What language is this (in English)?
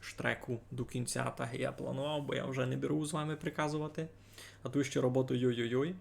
Rusyn